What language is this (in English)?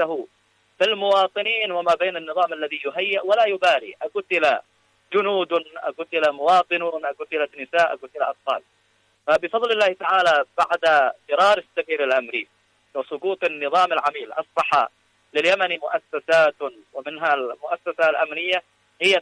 Arabic